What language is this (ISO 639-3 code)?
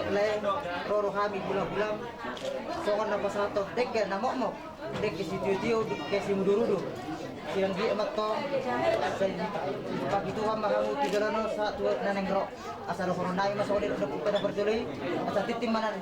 bbc